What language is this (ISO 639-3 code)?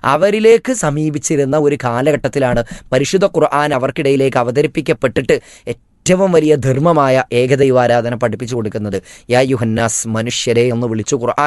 mal